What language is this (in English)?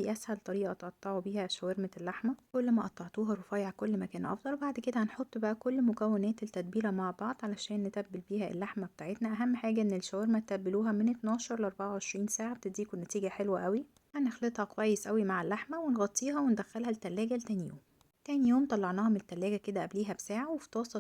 Egyptian Arabic